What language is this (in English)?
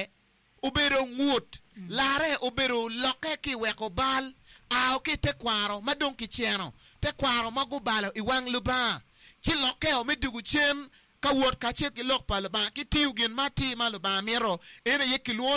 Acoli